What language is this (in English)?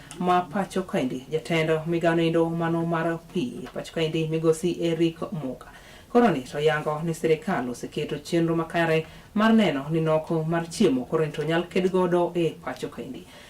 Luo (Kenya and Tanzania)